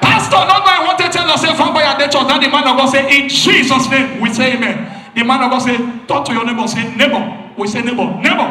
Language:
Nigerian Pidgin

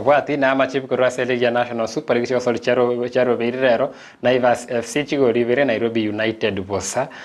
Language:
Gusii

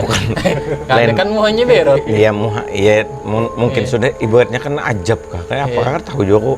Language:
Banjar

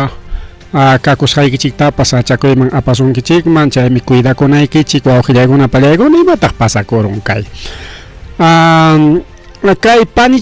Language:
Ayacucho Quechua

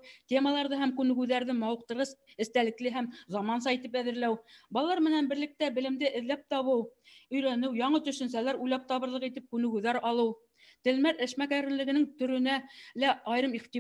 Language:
Bashkir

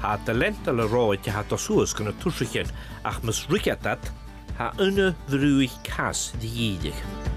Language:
Scottish Gaelic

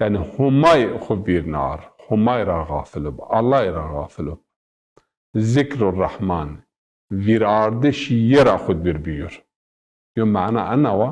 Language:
Zaza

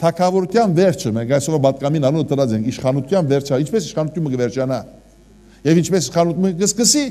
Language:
Western Armenian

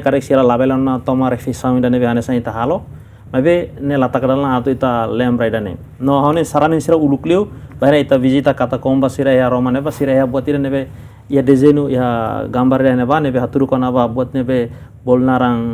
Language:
Tetum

